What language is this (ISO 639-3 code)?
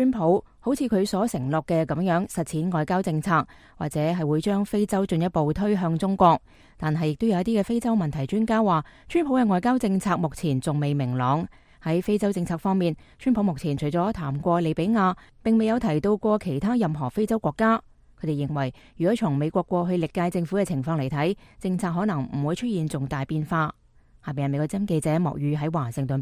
yue